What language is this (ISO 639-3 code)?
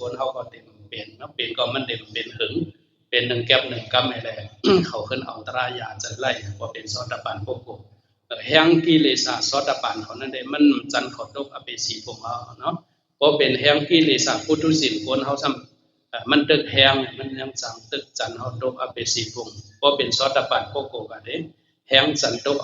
shn